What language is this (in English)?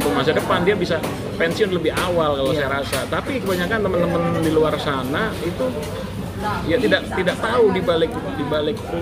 Indonesian